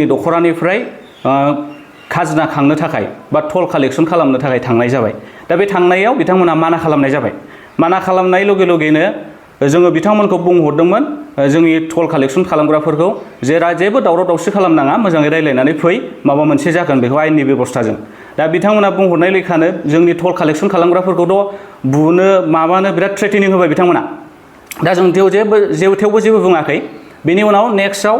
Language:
Bodo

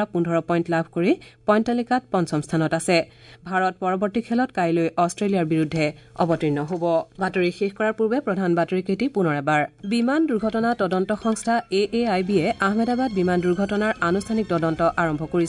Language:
Assamese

